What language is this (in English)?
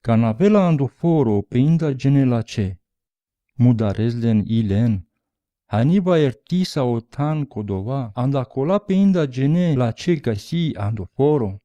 Romany